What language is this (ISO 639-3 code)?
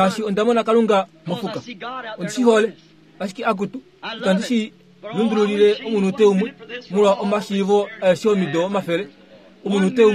kua